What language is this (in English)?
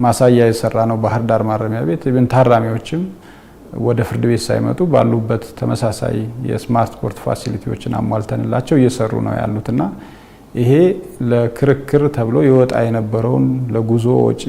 Amharic